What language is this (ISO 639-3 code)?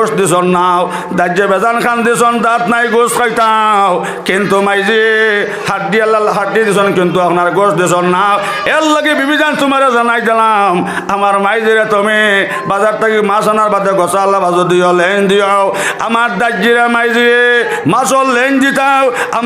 syl